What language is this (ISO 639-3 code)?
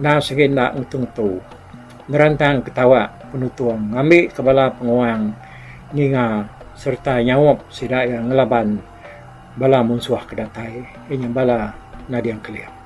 iba